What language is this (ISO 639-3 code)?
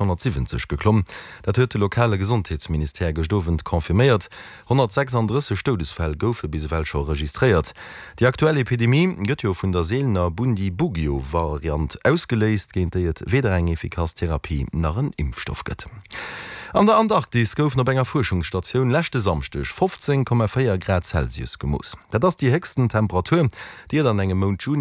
ltz